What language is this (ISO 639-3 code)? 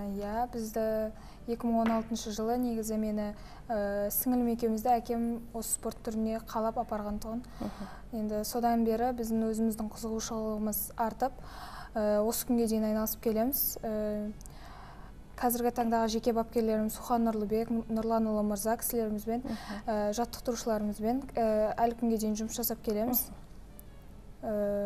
kaz